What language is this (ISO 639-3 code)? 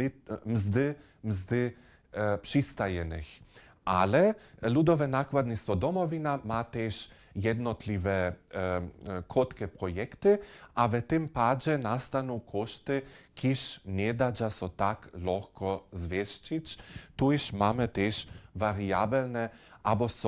hsb